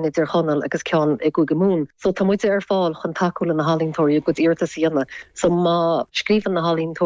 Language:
Irish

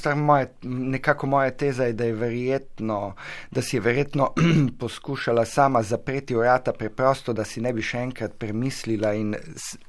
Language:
Slovenian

